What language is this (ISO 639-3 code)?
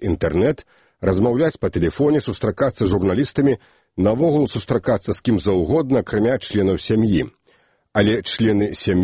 bel